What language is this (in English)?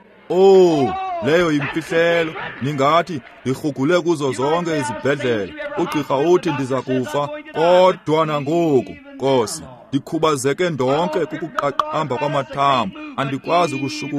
Xhosa